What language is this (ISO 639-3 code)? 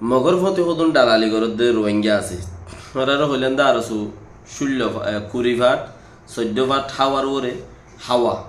rhg